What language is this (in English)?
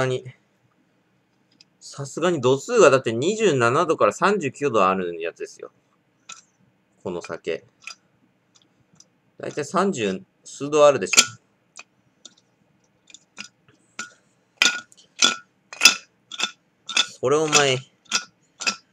Japanese